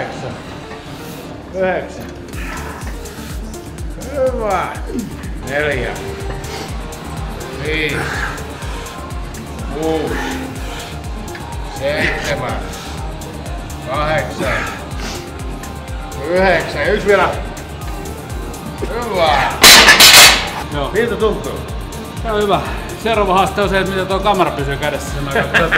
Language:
Finnish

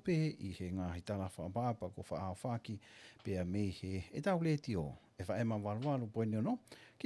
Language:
Tongan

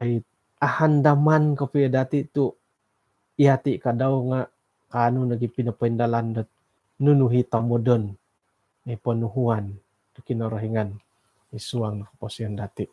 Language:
Central Dusun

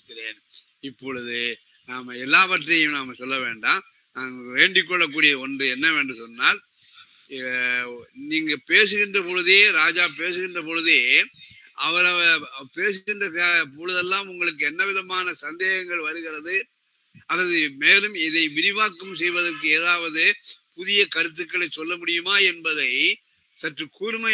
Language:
Tamil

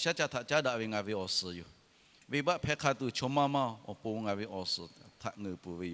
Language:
Lahu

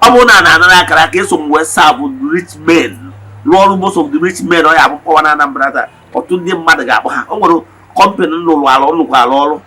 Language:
Igbo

